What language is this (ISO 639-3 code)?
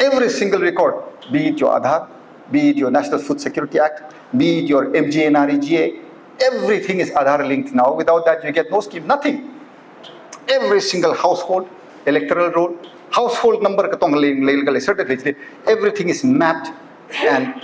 nmf